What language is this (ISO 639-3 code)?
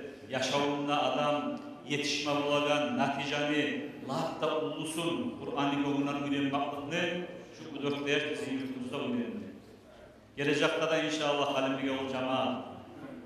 kum